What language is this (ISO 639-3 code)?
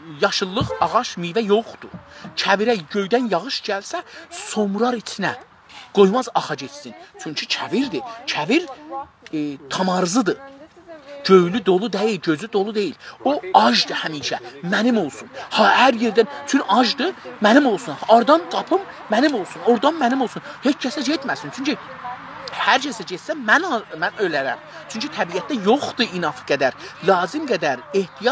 azb